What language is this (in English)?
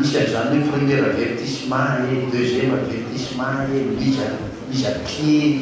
Malagasy